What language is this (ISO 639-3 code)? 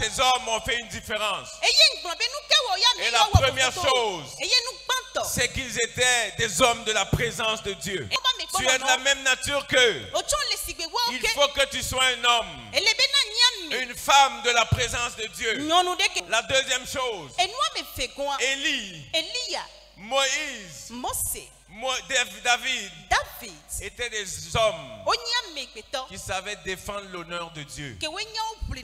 fra